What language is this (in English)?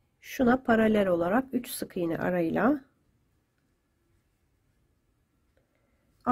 Turkish